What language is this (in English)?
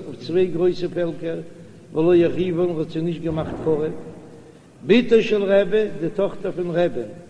Yiddish